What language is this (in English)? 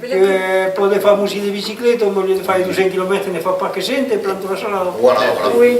Occitan